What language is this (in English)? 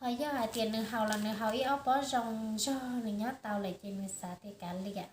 Hmong